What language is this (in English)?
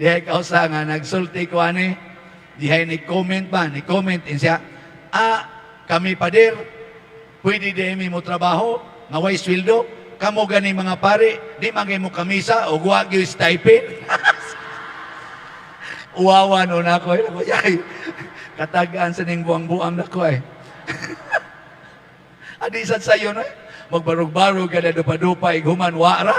Cebuano